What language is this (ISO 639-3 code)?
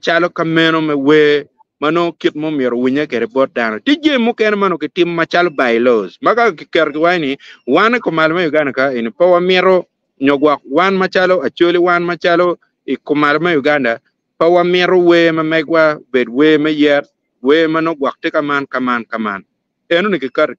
ach